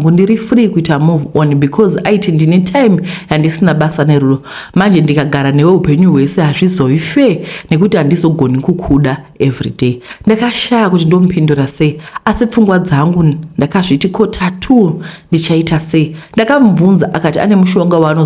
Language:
Shona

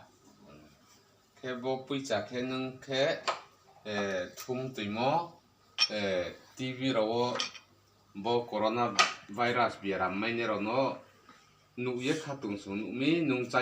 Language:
Kok Borok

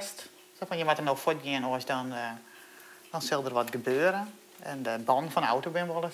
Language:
Western Frisian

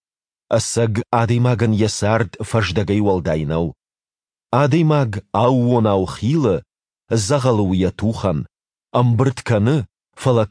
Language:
Ossetic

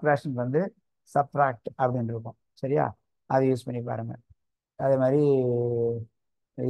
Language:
Tamil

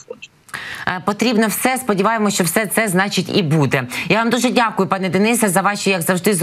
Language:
Ukrainian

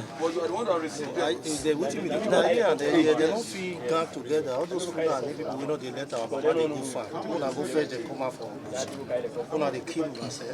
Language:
Nigerian Pidgin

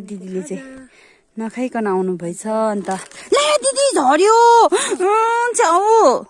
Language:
Nepali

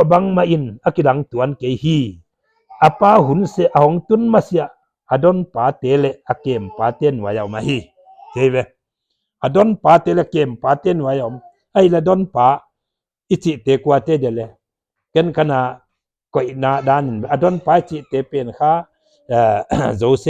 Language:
Paite Chin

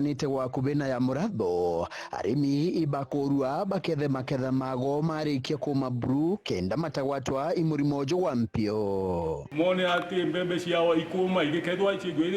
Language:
Meru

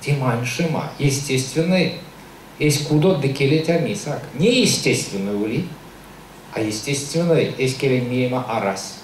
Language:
Erzya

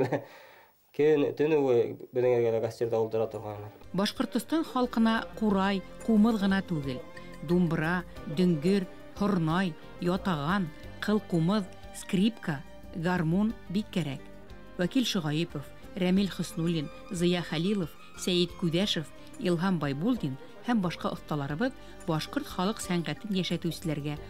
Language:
Bashkir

